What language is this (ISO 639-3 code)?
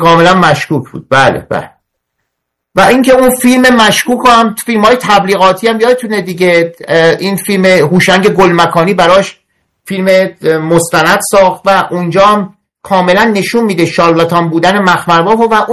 fas